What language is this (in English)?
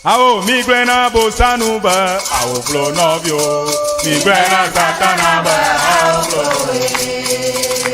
Ewe